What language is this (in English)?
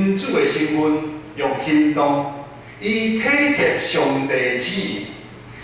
Min Nan Chinese